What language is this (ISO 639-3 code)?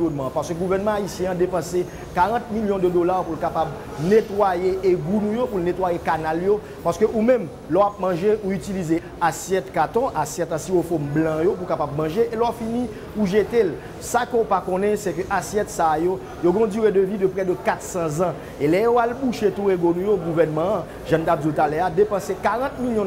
hat